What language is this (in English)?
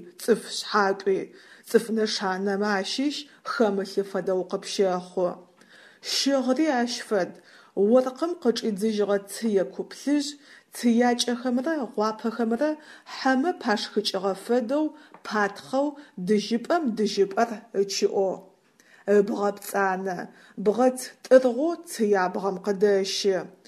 Adyghe